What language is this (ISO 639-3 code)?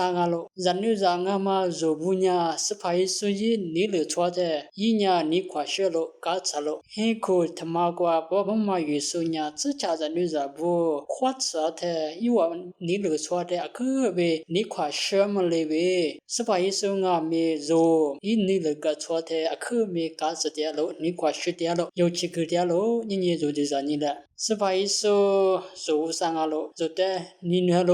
lis